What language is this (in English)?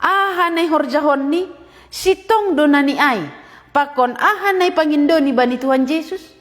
Batak Simalungun